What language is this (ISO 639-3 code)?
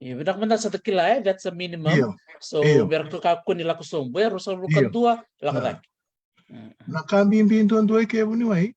fij